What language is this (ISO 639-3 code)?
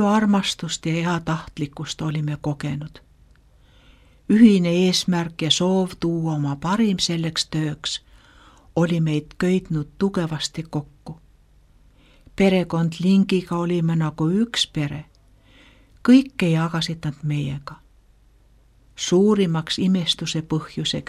est